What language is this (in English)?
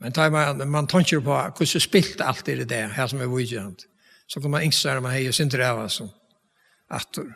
Faroese